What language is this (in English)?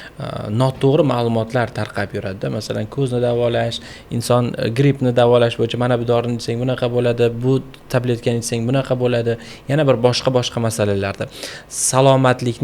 Uzbek